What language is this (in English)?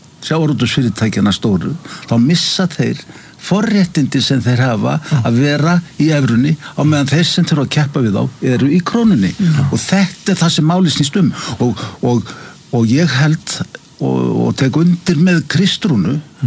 Icelandic